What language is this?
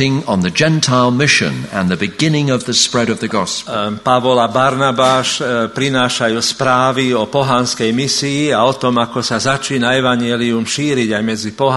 Slovak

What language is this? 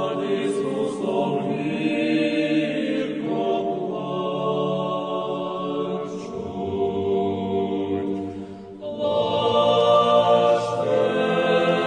Ukrainian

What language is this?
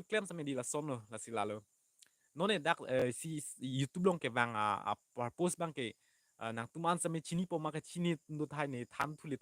Karbi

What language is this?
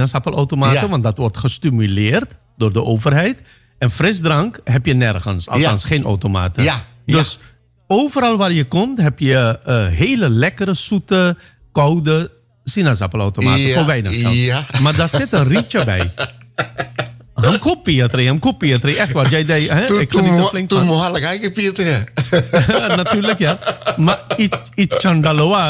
Dutch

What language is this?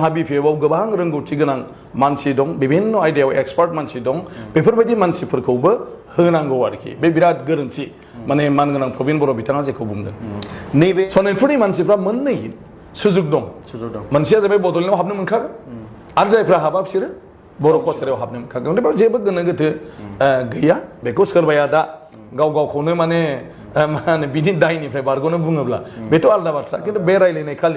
Bodo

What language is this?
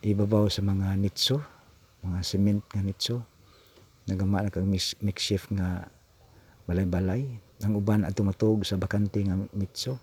Cebuano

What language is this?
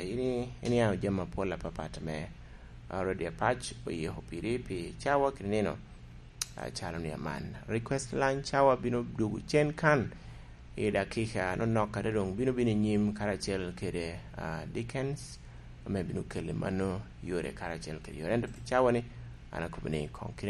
Lango (Uganda)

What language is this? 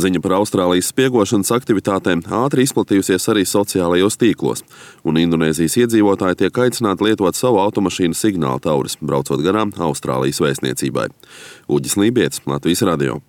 Latvian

